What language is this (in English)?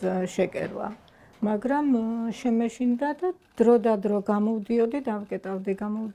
Georgian